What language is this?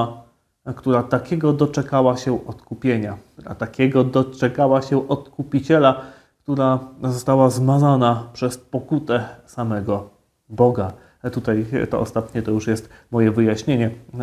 Polish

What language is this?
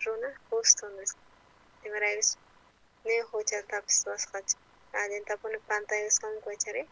South Bolivian Quechua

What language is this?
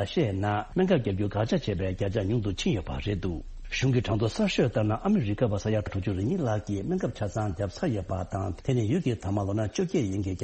Tibetan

